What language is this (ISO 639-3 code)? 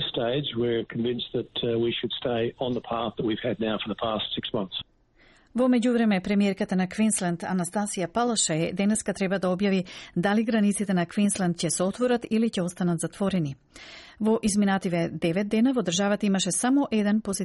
mkd